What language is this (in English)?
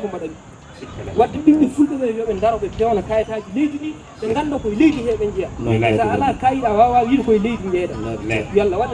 Fula